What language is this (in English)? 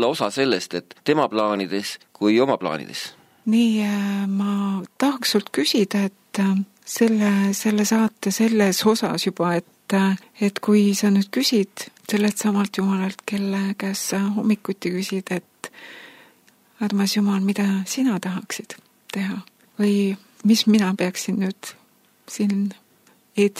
Estonian